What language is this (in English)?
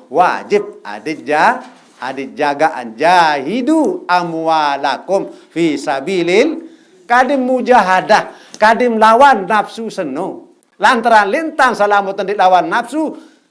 Sasak